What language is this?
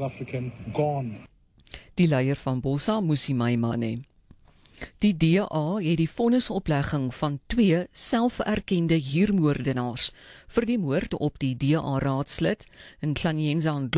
Afrikaans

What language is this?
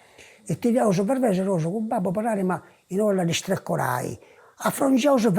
Sardinian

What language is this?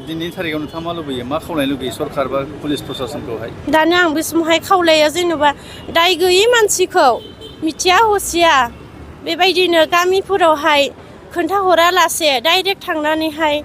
Bodo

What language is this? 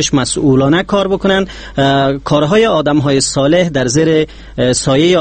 Persian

